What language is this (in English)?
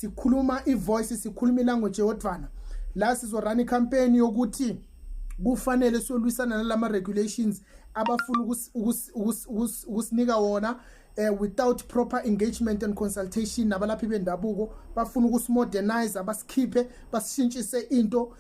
Zulu